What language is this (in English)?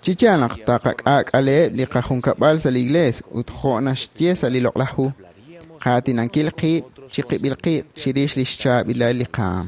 Kekchí